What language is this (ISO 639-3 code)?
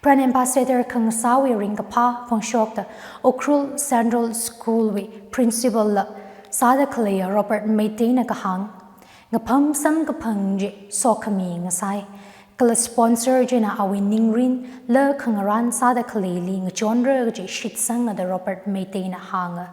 nmf